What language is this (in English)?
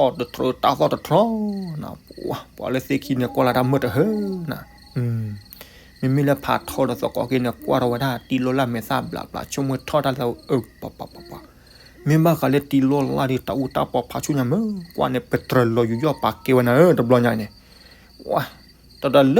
S'gaw Karen